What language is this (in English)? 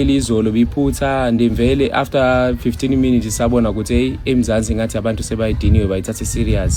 Zulu